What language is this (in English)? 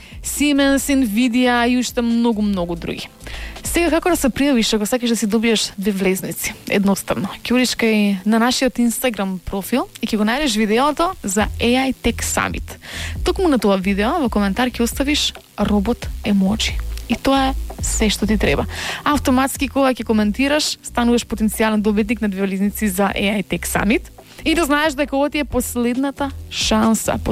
Macedonian